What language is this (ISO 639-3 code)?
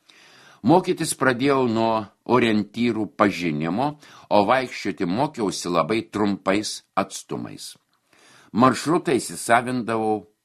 lit